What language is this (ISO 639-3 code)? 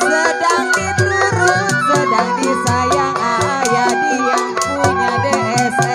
bew